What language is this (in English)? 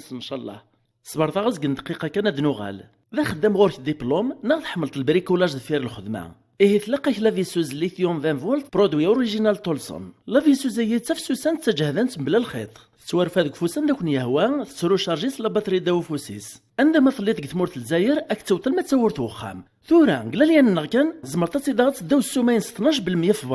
Kabyle